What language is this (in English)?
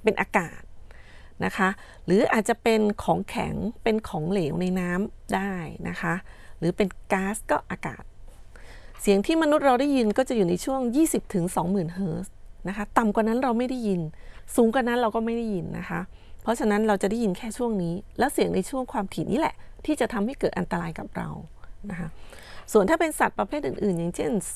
Thai